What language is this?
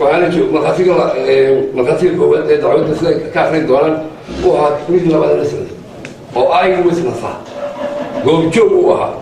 Somali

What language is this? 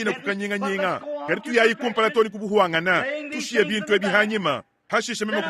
Luba-Lulua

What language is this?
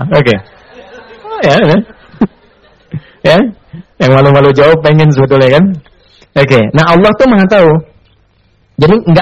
Indonesian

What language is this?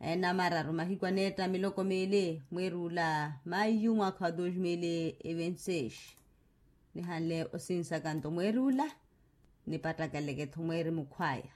Makhuwa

